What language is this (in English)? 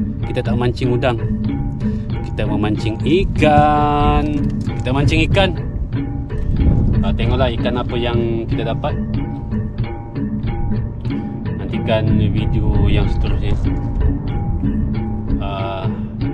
Malay